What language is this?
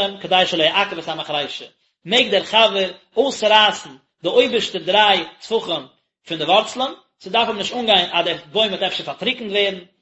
Yiddish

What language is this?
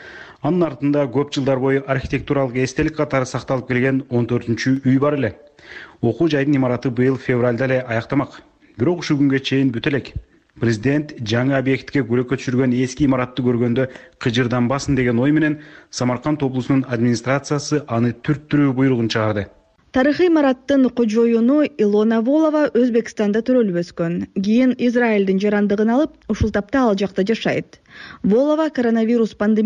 Kyrgyz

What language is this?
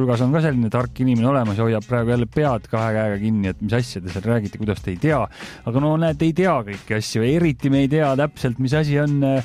Estonian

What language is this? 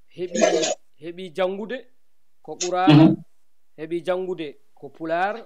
Fula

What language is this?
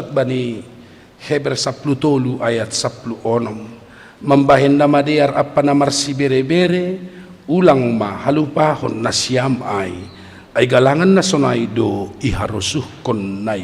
Batak Simalungun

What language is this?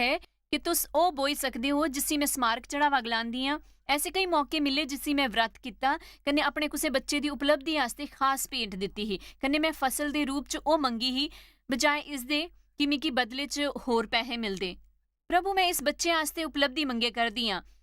Dogri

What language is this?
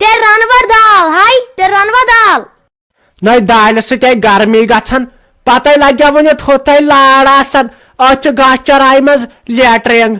Kashmiri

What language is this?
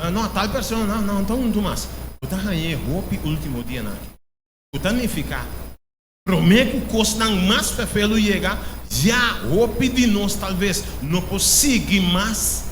Papiamento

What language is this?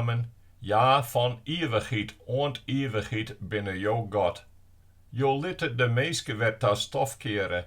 Western Frisian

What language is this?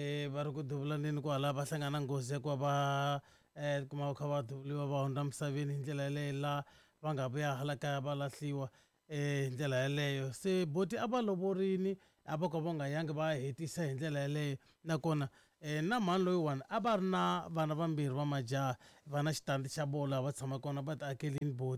Tsonga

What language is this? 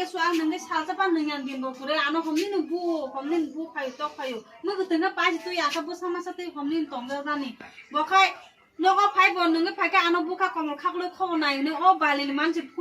Kok Borok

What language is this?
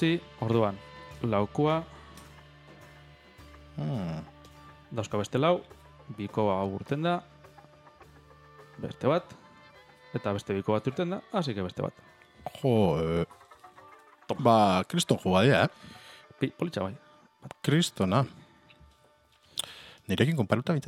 Basque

